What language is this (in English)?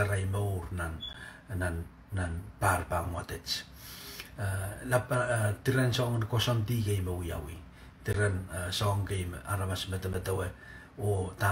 Pohnpeian